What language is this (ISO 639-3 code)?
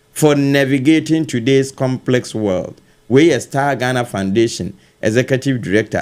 aka